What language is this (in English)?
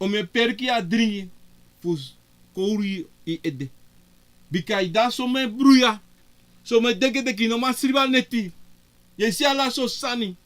Sranan Tongo